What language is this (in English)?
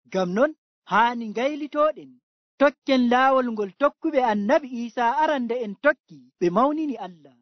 Nigerian Fulfulde